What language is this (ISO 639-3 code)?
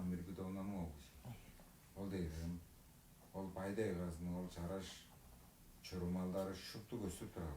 tyv